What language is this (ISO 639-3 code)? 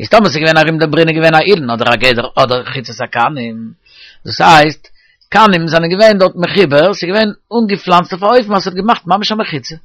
yid